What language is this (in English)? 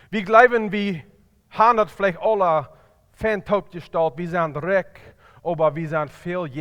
Plautdietsch